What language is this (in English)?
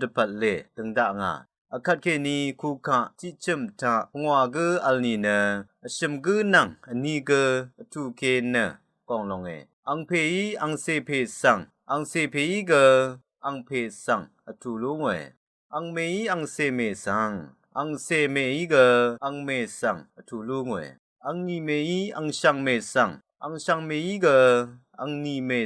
Rawang